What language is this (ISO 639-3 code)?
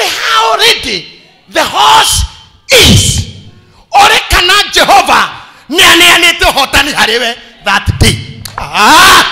kik